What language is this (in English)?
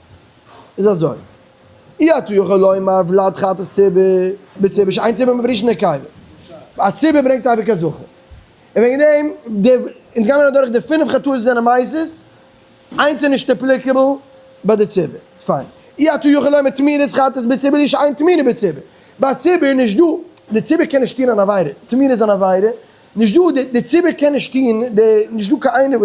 Yiddish